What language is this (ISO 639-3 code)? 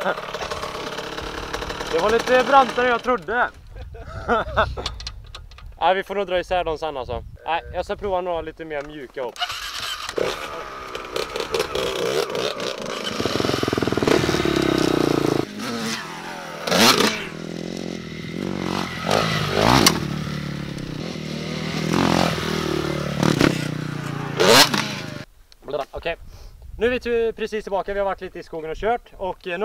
swe